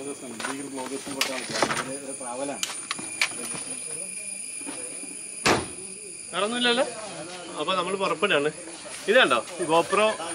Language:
Malayalam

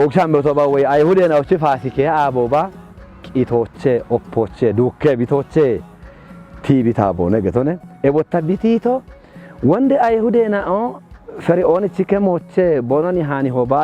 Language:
Kafa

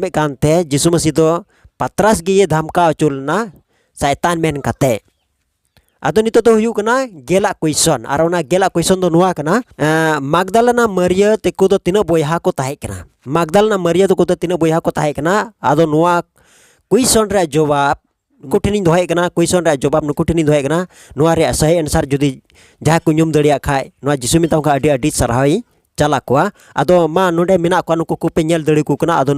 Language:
Santali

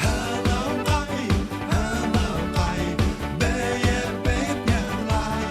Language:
Bashkir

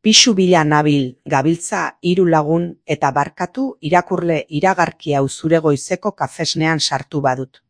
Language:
Basque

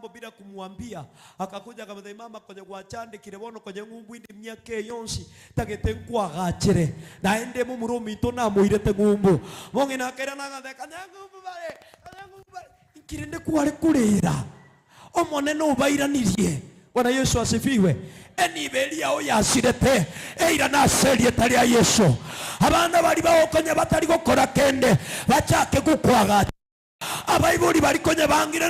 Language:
Gusii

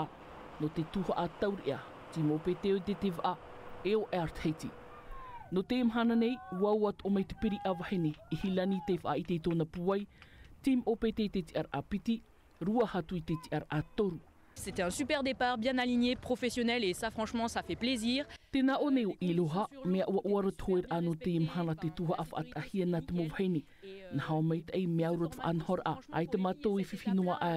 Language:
Tahitian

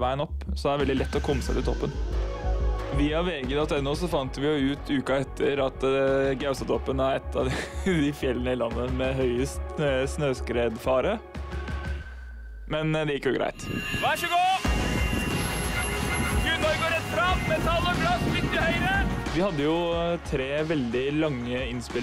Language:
Norwegian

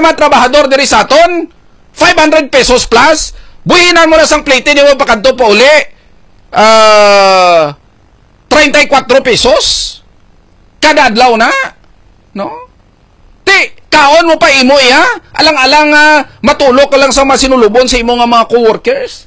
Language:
Hiligaynon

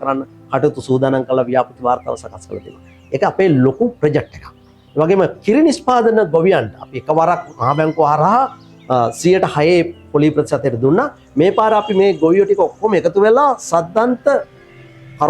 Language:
Sinhala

